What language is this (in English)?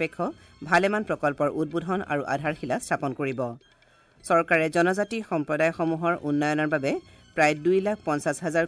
Assamese